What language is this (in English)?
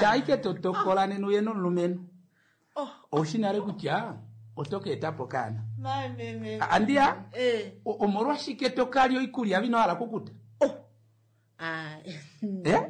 Kuanyama